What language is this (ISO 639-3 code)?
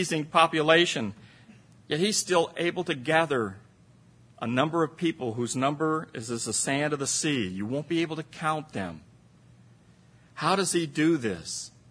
eng